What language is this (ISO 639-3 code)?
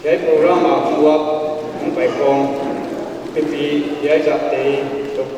pck